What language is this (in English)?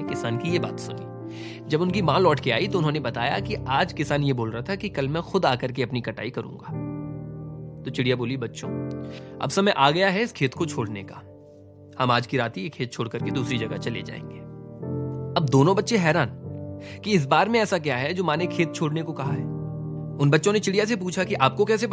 Hindi